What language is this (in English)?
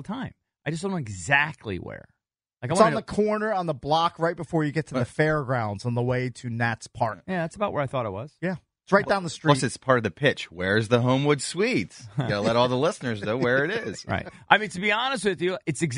English